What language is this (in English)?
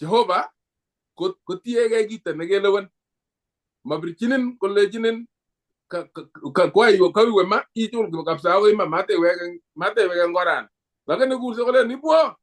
Kalenjin